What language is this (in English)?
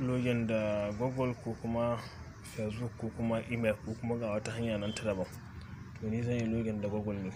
Hausa